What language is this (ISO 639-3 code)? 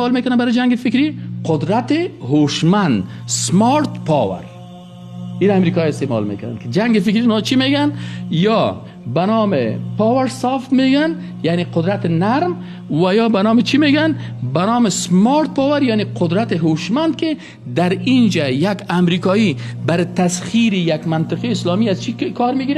fas